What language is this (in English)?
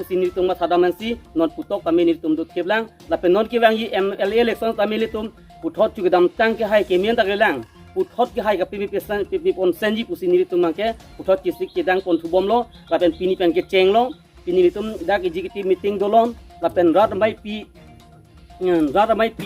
Karbi